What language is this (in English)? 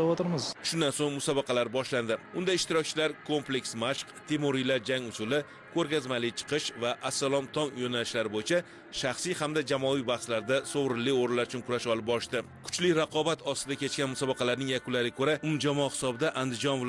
Uzbek